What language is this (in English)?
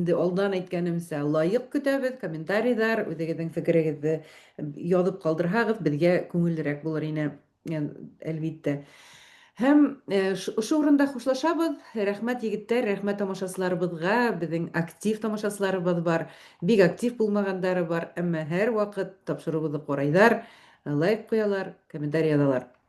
Bashkir